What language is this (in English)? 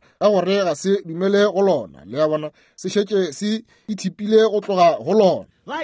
Northern Sotho